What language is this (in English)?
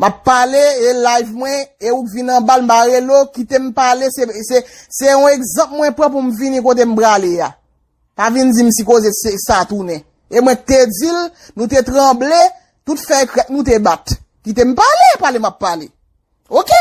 Haitian Creole